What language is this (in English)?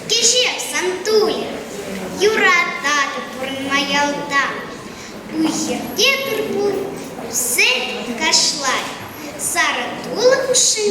Chuvash